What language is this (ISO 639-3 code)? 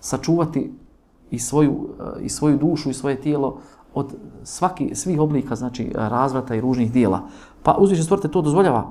bos